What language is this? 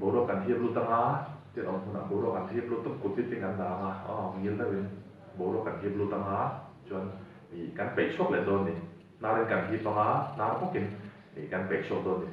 Mizo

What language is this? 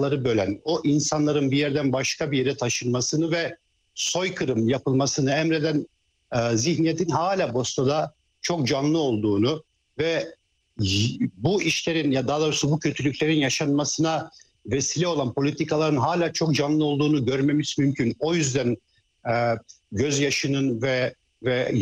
Turkish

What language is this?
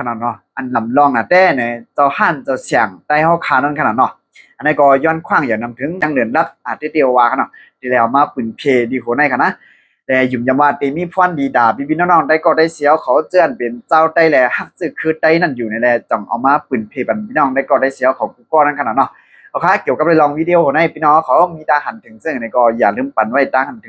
Shan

